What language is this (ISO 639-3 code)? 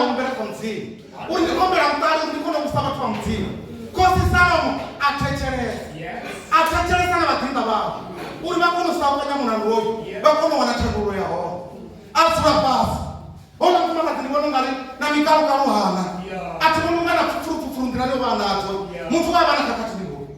ven